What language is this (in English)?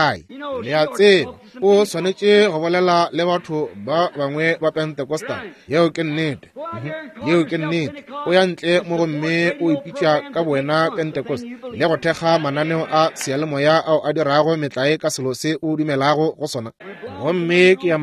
Northern Sotho